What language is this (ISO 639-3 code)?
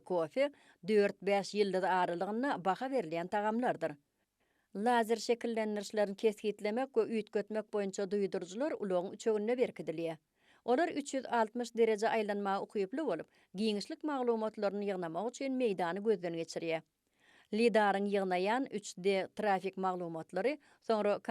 tuk